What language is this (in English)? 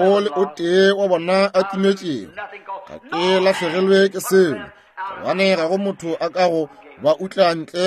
Northern Sotho